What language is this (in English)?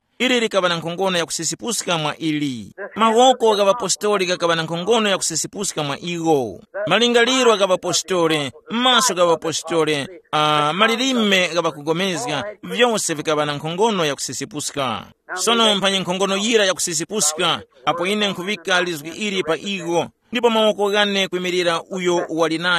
Tumbuka